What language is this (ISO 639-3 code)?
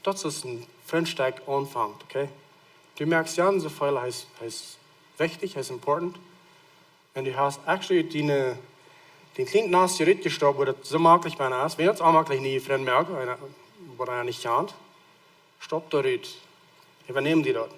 pdt